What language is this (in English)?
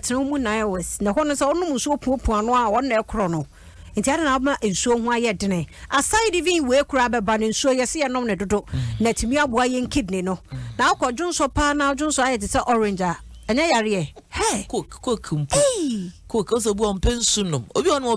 Akan